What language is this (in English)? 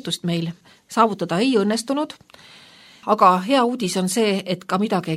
Estonian